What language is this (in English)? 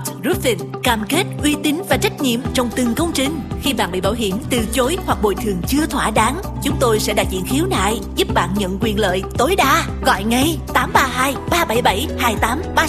Vietnamese